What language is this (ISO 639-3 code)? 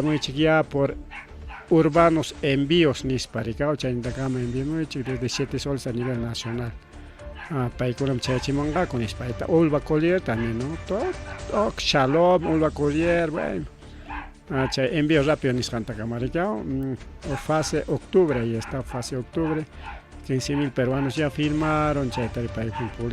quy